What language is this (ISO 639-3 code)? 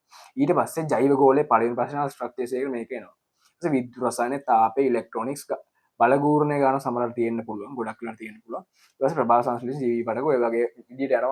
sin